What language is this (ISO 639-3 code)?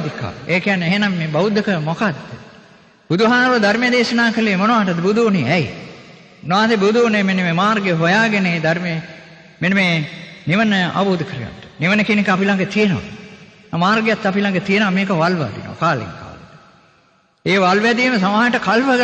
sin